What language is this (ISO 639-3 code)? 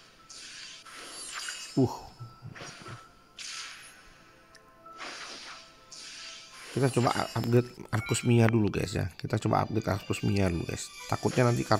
ind